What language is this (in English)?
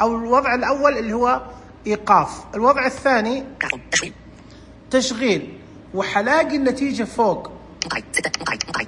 Najdi Arabic